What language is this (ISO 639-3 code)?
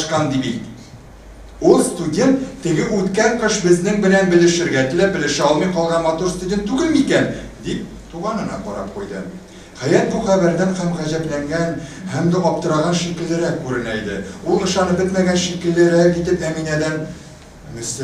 tat